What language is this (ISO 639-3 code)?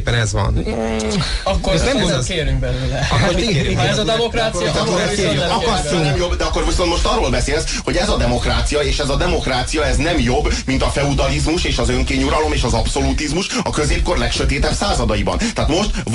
hun